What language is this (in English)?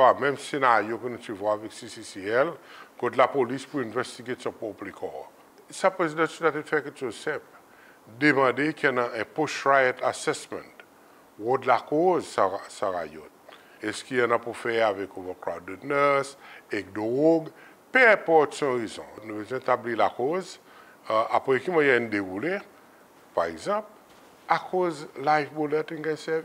Seselwa Creole French